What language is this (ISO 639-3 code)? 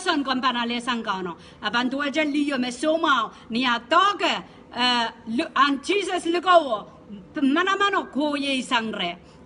pon